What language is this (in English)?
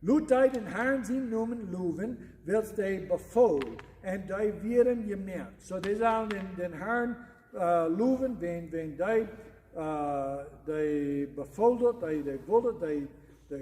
Plautdietsch